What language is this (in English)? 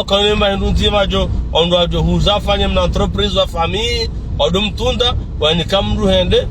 Ngazidja Comorian